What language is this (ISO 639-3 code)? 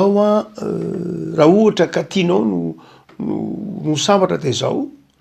mlg